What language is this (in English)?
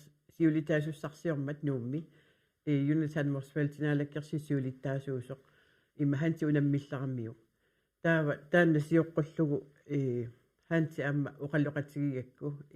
Kalaallisut